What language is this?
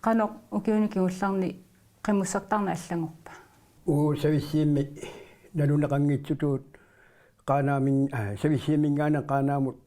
Kalaallisut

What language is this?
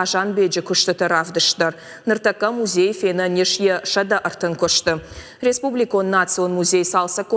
Ossetic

